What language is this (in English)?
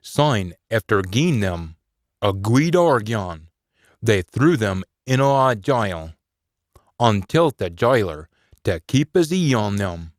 Scots